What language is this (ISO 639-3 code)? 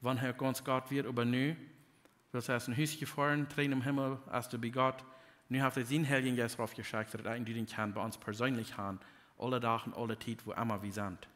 pdt